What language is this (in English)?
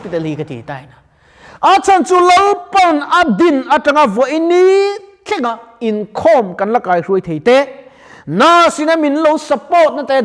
Mizo